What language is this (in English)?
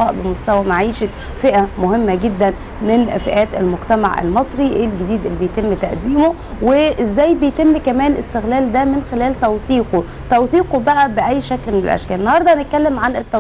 Egyptian Arabic